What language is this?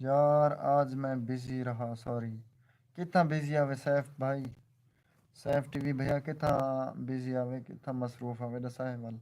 Saraiki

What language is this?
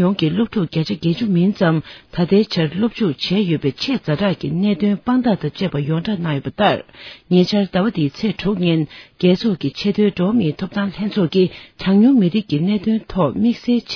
Tibetan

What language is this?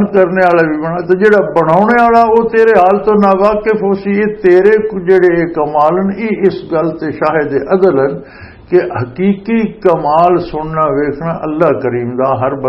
Western Panjabi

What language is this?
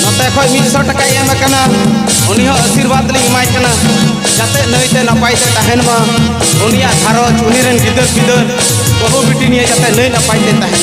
Santali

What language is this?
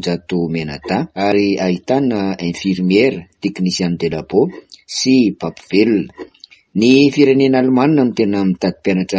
Malagasy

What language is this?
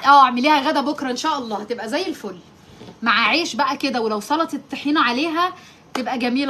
Egyptian Arabic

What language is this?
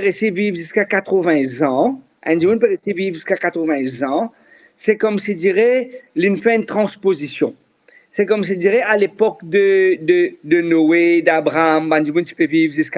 Morisyen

